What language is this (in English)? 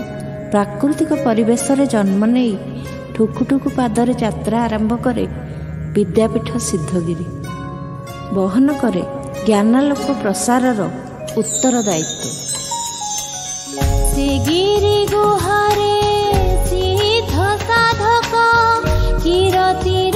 Odia